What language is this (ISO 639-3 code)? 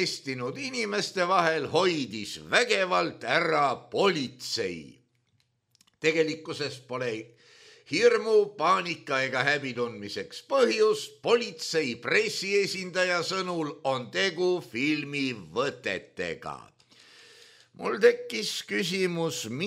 est